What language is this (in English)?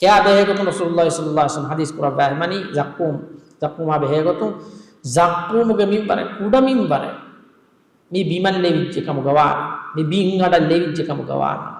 Divehi